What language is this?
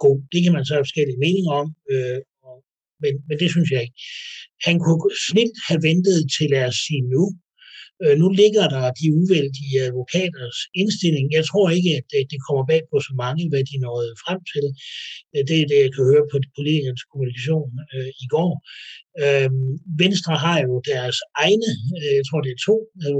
Danish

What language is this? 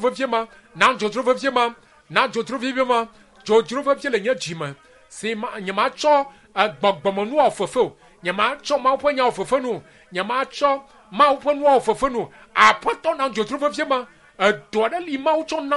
Ewe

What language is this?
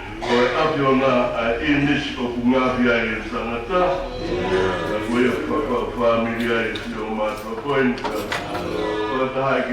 Tongan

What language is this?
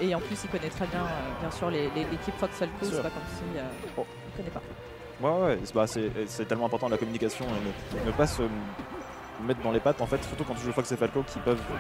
French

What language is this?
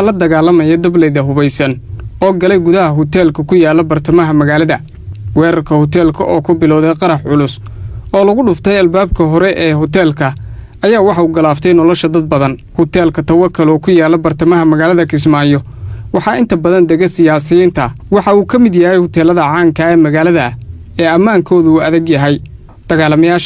Somali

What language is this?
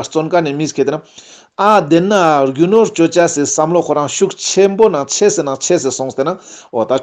Ladakhi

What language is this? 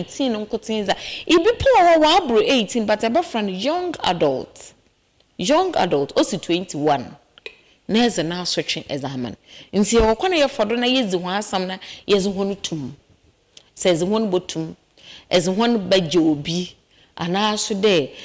Akan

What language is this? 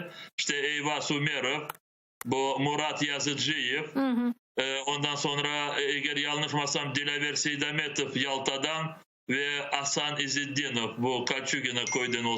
Crimean Tatar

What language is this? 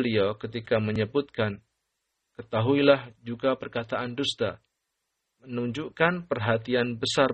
Indonesian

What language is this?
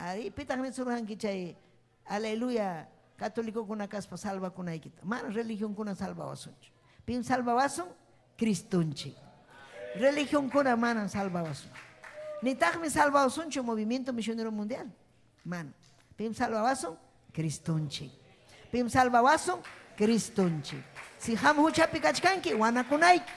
Ayacucho Quechua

